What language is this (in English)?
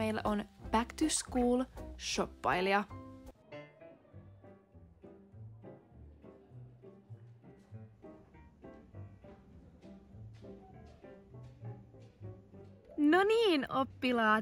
Finnish